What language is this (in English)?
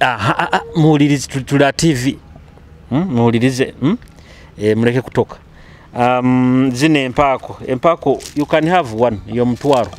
Nyoro